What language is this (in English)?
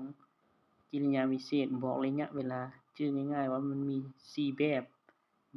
Lao